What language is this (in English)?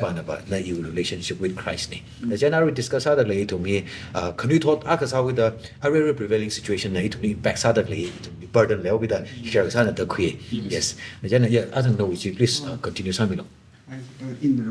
Tangkhul Naga (India)